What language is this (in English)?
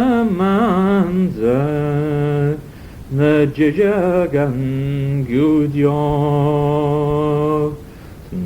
Manx